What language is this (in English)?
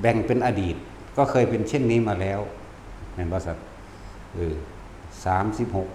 Northeastern Thai